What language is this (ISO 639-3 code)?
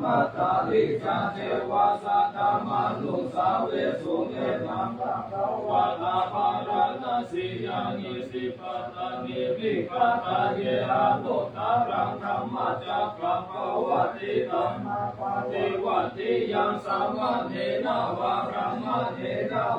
pli